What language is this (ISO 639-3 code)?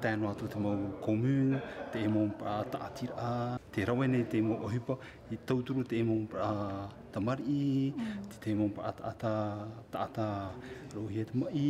tah